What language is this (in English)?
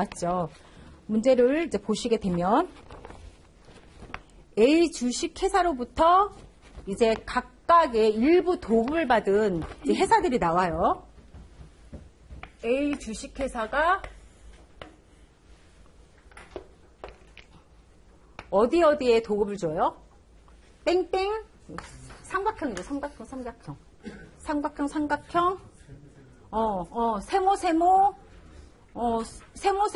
Korean